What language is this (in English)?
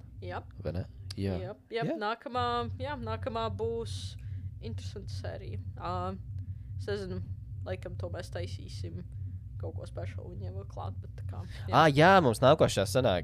Latvian